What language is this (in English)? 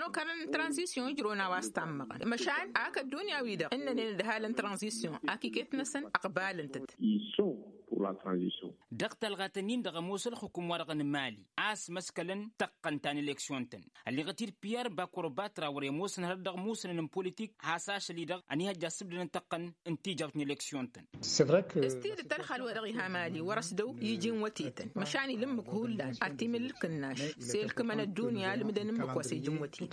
Tamasheq